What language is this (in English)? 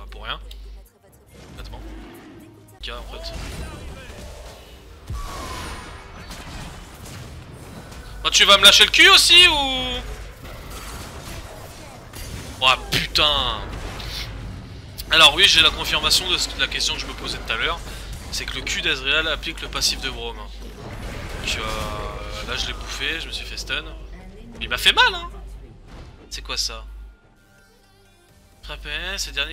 French